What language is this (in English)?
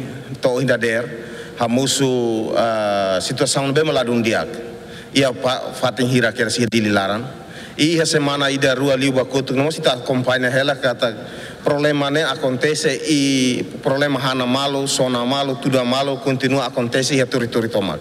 Tetum